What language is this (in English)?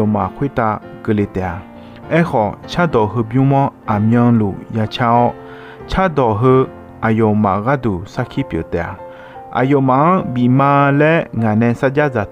Akha